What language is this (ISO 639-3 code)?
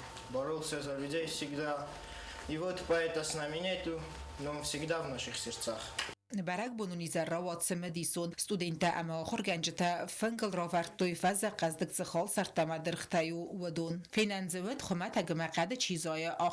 oss